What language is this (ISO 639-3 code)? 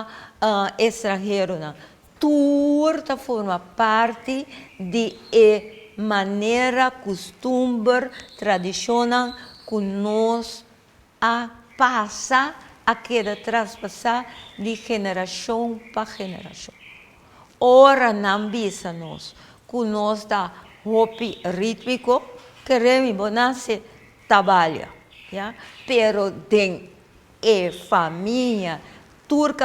pap